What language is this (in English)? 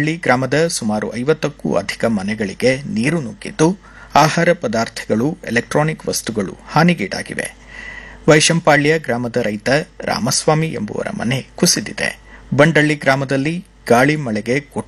Kannada